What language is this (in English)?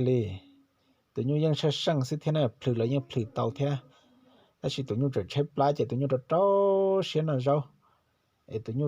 Hmong